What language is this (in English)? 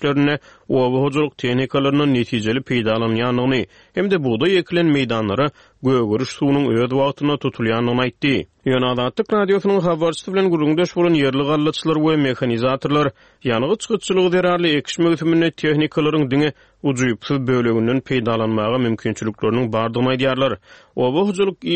Turkmen